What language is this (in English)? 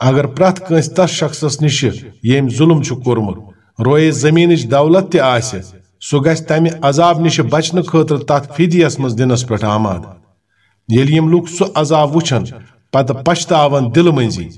Kashmiri